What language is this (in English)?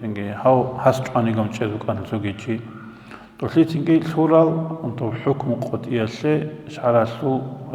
Avaric